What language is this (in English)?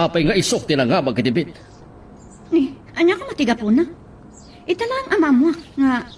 Iloko